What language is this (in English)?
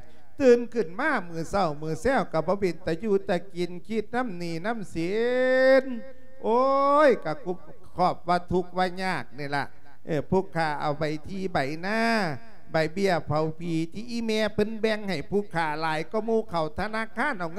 Lao